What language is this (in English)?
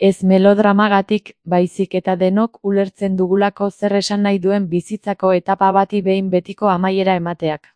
Basque